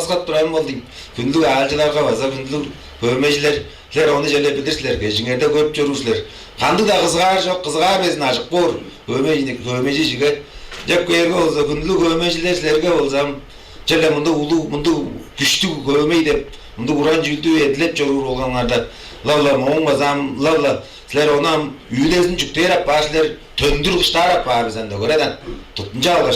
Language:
Tuvinian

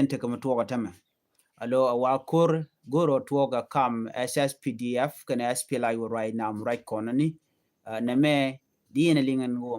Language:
Nuer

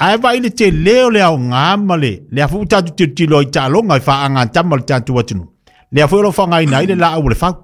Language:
Samoan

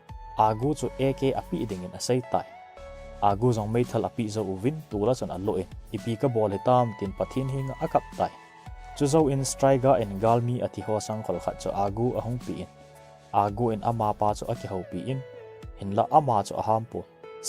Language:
Thado Chin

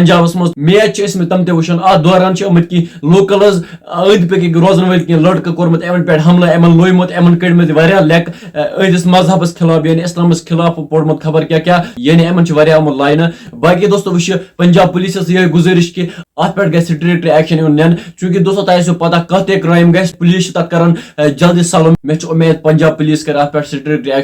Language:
Kashmiri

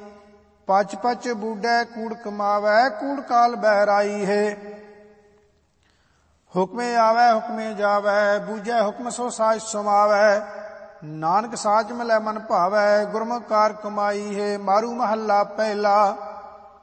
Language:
Punjabi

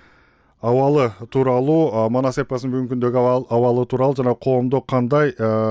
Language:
Kyrgyz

